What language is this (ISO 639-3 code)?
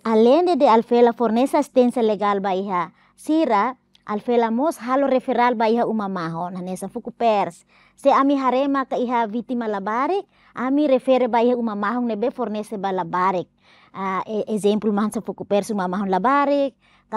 tet